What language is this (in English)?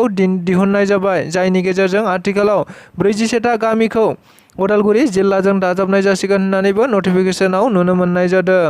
Bodo